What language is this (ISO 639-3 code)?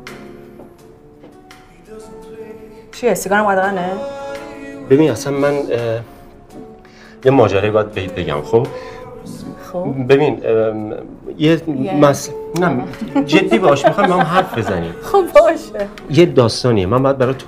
fas